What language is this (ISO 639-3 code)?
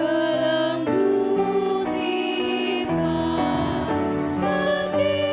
btx